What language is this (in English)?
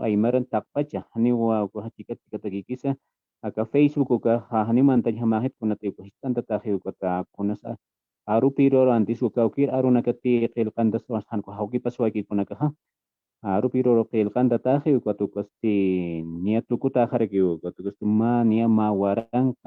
Aymara